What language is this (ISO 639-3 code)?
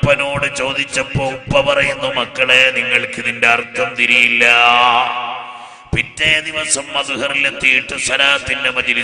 mal